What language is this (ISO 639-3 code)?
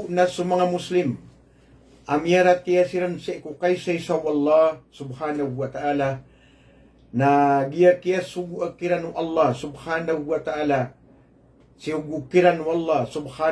mrw